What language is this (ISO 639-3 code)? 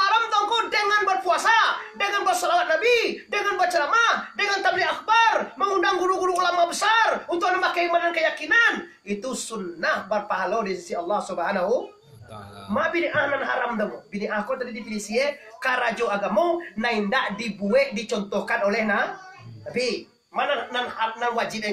min